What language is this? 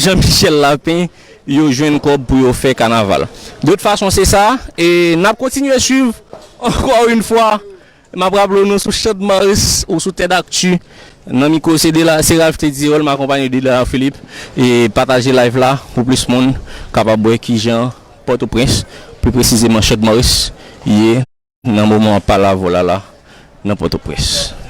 Haitian Creole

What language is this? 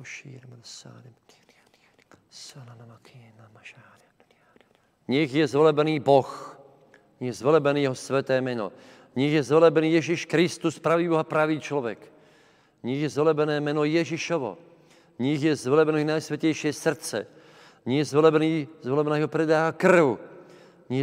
Slovak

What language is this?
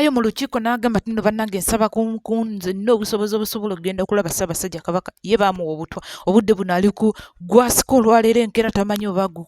Ganda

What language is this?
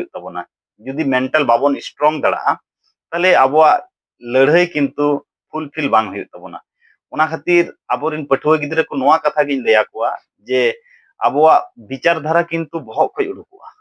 Santali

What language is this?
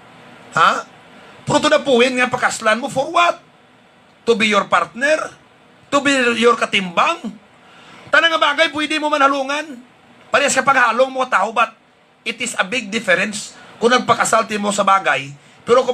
Hiligaynon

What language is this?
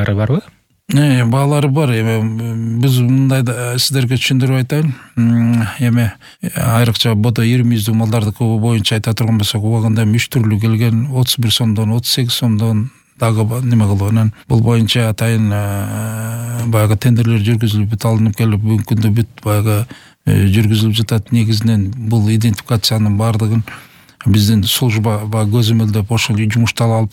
Kyrgyz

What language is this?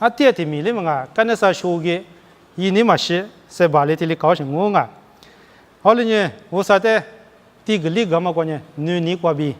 Lisu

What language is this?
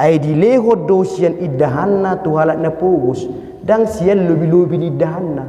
Batak Toba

